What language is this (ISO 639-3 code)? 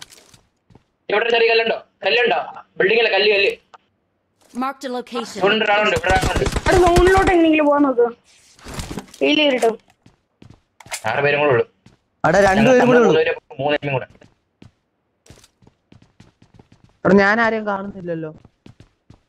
mal